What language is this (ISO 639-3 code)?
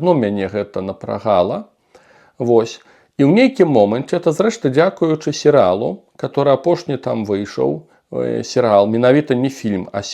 bel